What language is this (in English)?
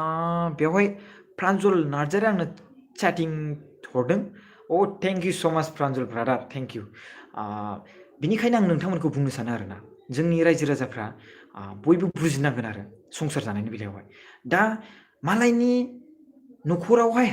Bodo